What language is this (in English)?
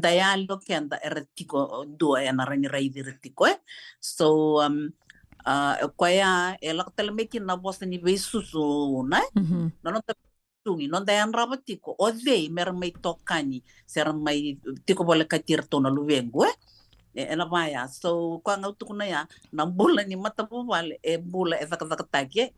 Fijian